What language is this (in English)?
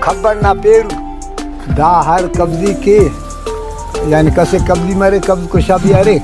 Brahui